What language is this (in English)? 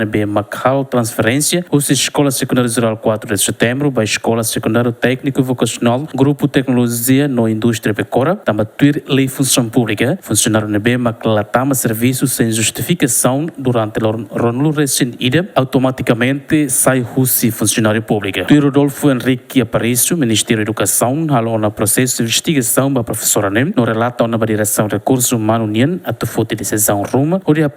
Tetum